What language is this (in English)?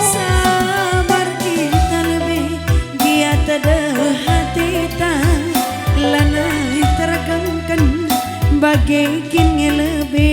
Batak Karo